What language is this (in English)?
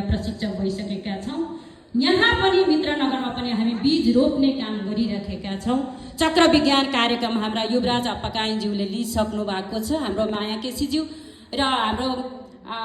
Nepali